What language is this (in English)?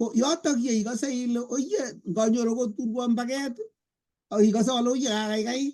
Kalenjin